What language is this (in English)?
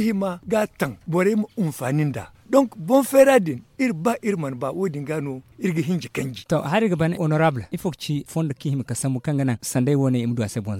Zarma